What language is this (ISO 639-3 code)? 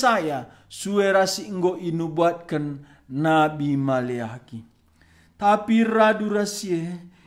btx